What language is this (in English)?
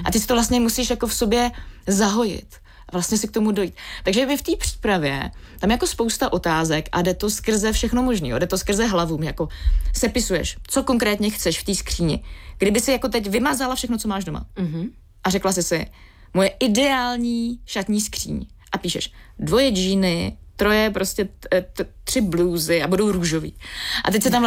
Czech